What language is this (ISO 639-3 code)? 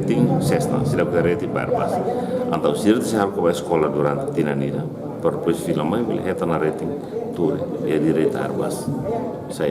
tet